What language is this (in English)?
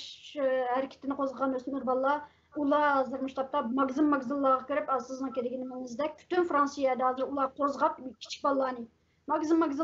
Uyghur